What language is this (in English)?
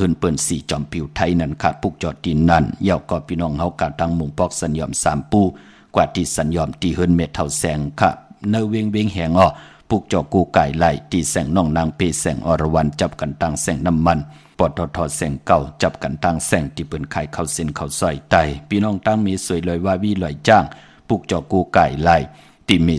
Shan